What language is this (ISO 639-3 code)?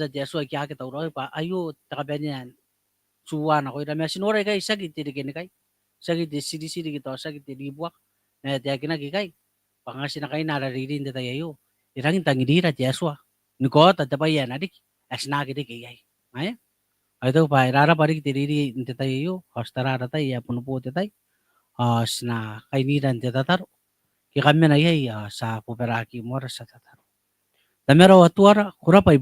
gil